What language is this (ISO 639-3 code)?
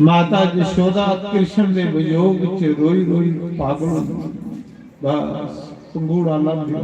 doi